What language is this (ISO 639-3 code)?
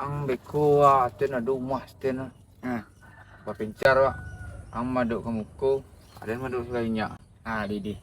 min